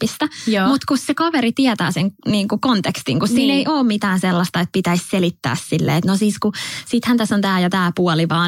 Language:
Finnish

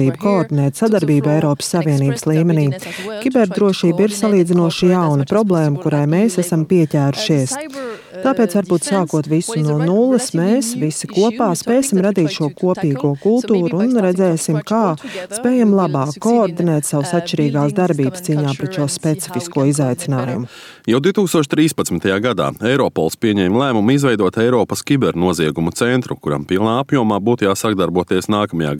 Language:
Latvian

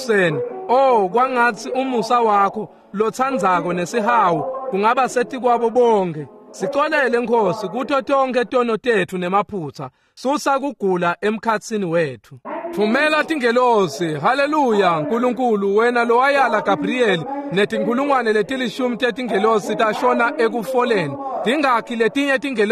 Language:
Swati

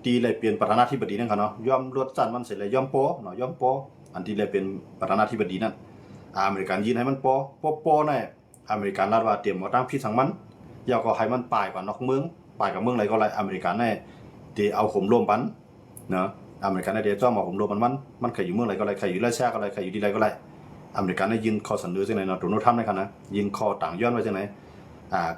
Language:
Shan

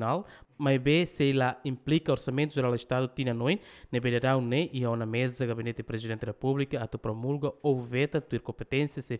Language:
Tetum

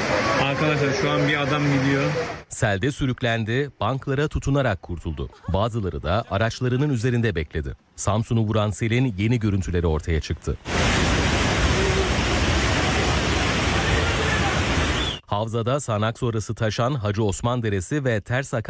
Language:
Turkish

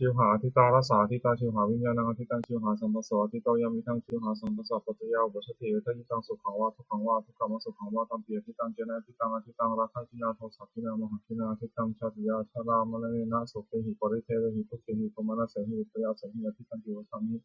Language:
Pali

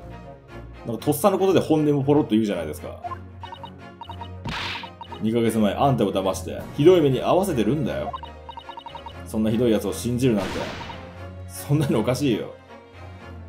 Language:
Japanese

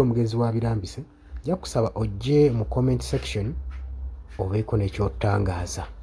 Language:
Ganda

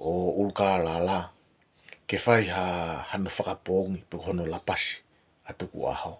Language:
Tongan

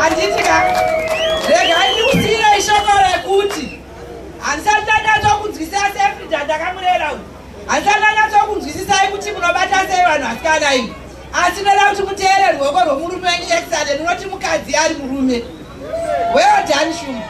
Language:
Shona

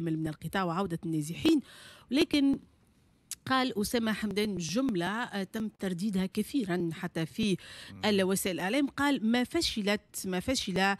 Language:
Tunisian Arabic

